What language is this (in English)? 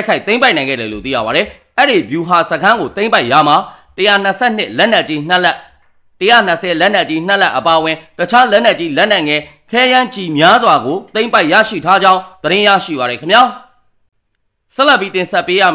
Burmese